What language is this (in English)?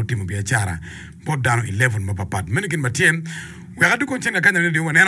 Acoli